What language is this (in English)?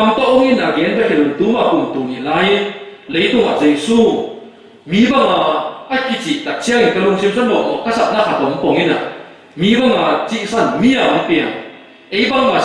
Tedim Chin